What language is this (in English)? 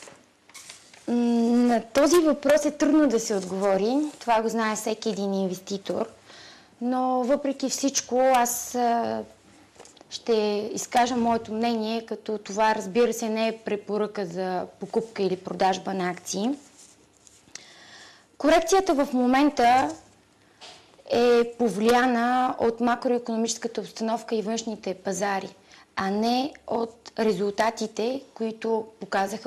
Bulgarian